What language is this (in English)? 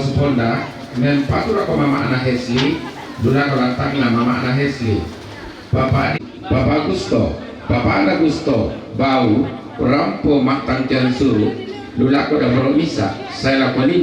Toraja-Sa'dan